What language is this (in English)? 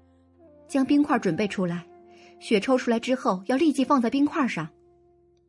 Chinese